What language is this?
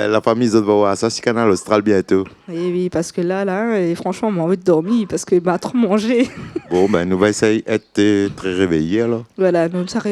Réunion Creole French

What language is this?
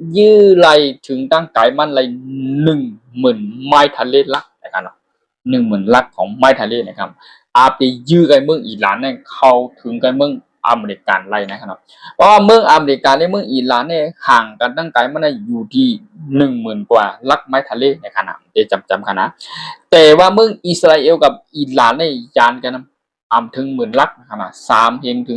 Shan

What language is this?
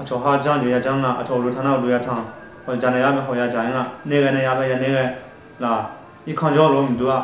Akha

